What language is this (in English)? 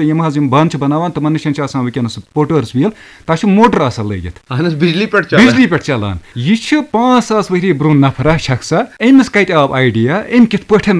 Kashmiri